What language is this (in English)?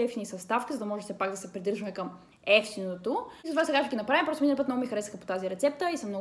Bulgarian